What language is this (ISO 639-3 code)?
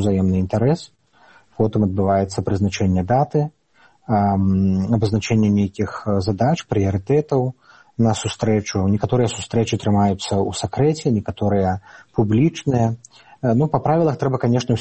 bel